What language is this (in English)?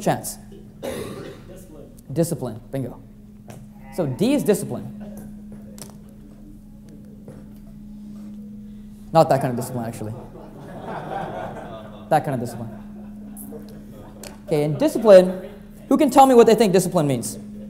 English